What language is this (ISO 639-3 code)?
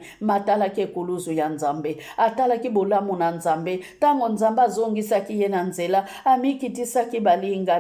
lin